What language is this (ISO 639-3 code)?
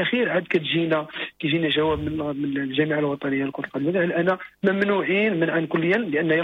ary